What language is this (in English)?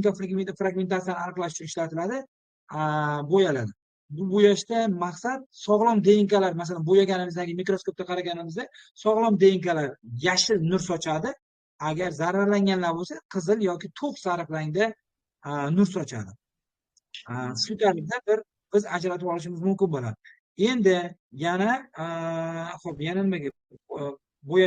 Uzbek